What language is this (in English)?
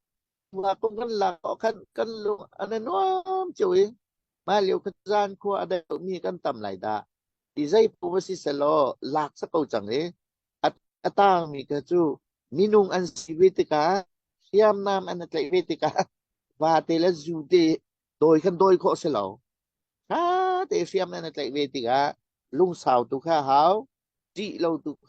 Hakha Chin